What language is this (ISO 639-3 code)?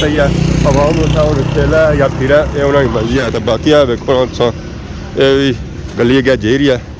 phr